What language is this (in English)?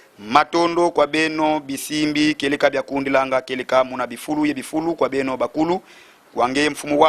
Lingala